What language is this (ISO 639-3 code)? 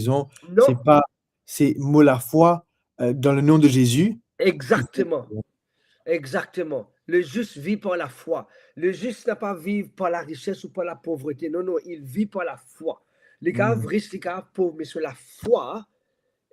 mfe